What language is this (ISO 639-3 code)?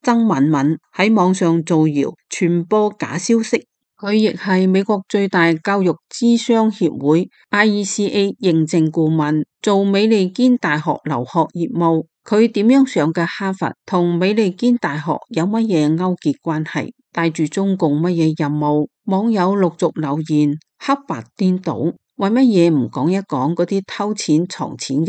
yue